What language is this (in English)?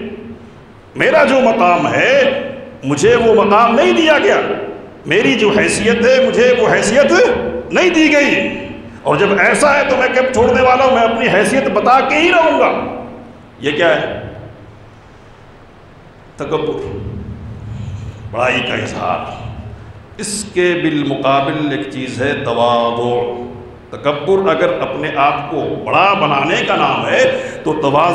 Urdu